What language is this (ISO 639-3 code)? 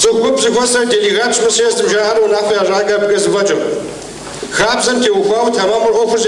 kbd